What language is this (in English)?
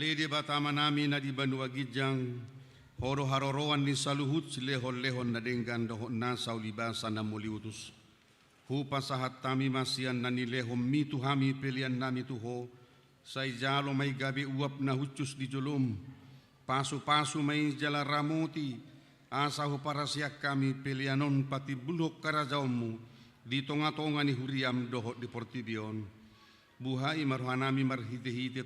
Batak Toba